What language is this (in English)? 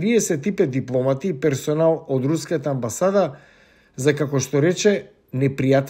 Macedonian